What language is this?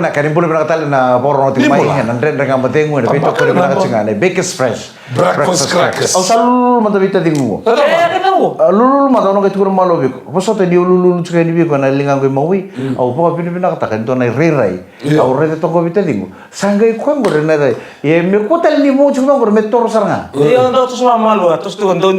Fijian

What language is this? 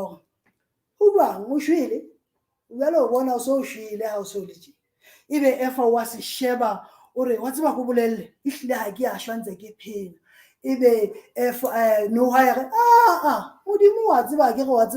Southern Sotho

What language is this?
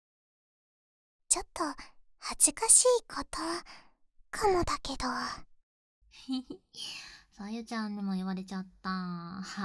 Japanese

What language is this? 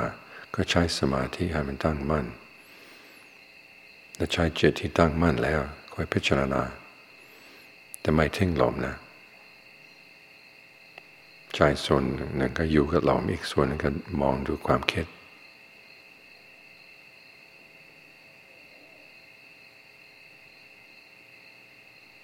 Thai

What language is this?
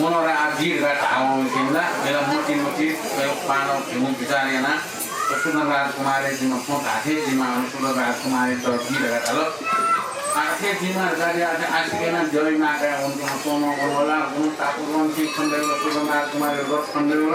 Newari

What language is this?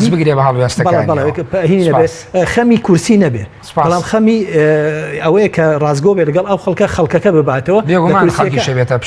Central Kurdish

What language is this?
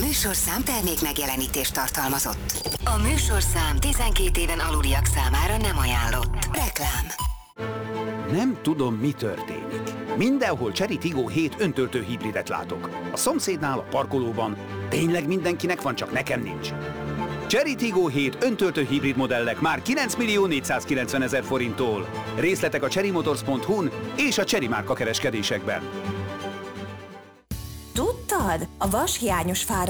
Hungarian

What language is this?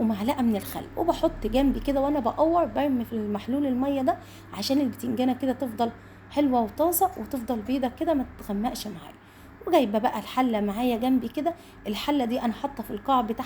Egyptian Arabic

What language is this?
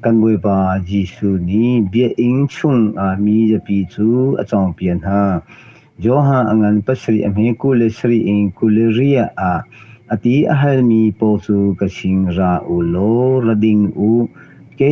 Hakha Chin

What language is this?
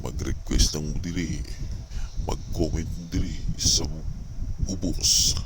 Cebuano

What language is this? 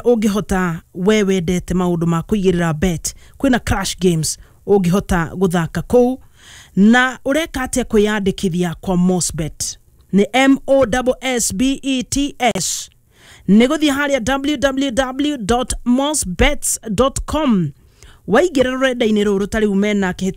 Kikuyu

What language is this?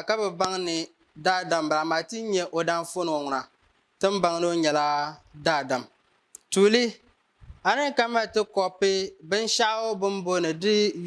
Dagbani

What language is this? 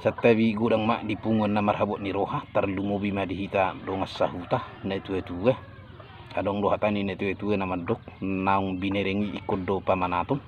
Batak Toba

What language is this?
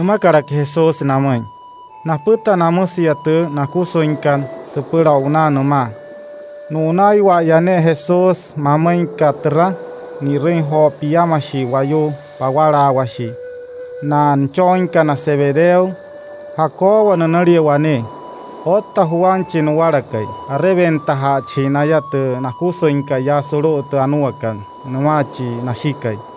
Wayuu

